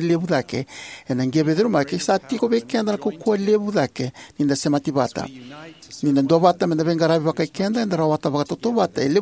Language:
Fijian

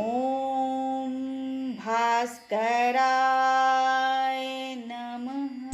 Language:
Maithili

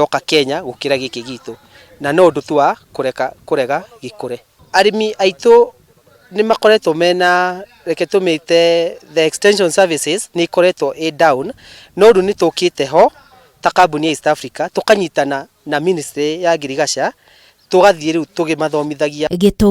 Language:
Kikuyu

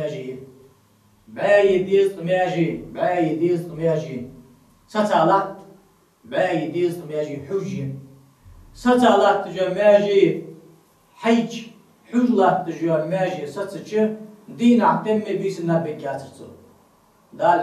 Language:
Ingush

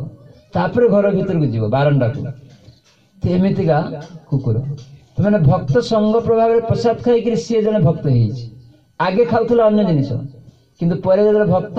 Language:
Odia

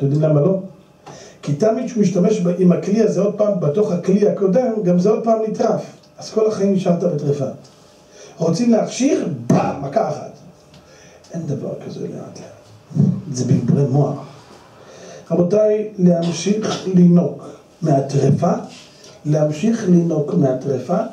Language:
Hebrew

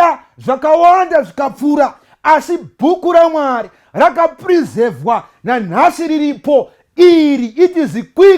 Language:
Shona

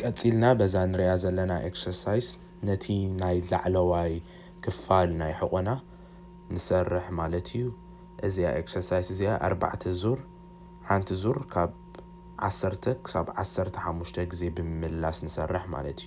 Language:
Tigrinya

